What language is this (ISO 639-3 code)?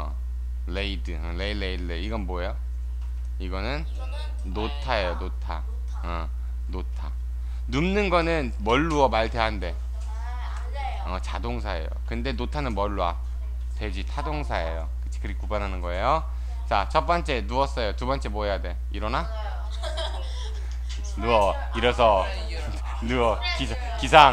kor